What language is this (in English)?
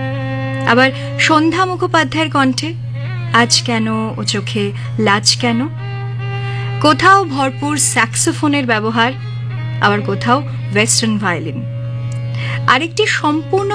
Bangla